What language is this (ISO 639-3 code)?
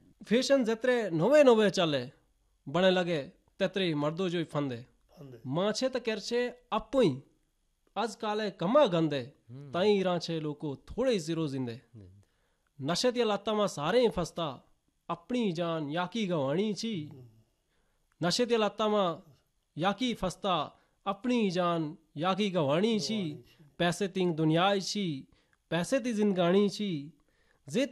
hin